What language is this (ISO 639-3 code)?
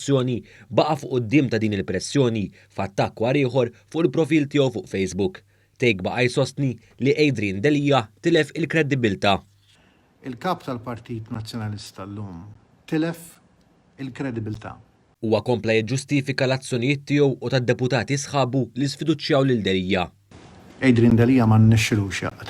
mlt